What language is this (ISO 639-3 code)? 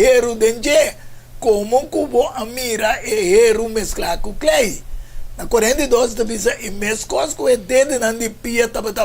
pap